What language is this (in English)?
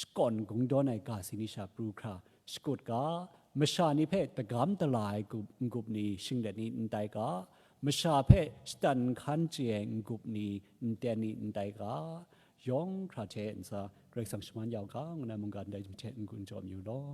Kachin